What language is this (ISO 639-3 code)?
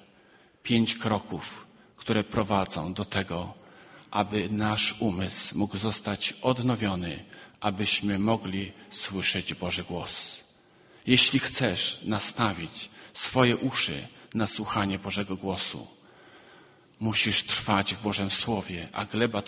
pol